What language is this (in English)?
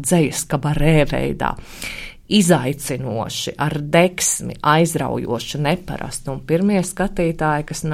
Latvian